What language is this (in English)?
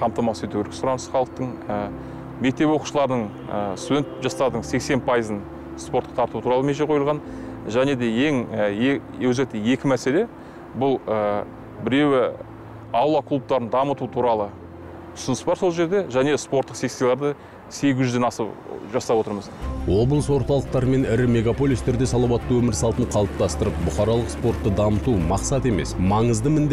Kazakh